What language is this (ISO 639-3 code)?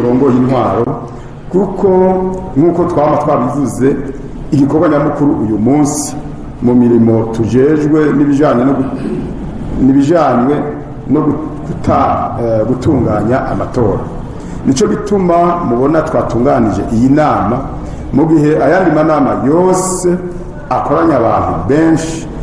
run